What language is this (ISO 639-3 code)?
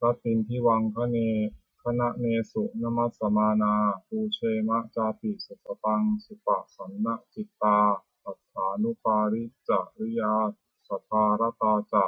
pli